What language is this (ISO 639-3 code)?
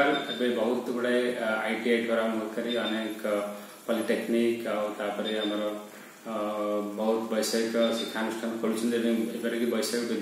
ori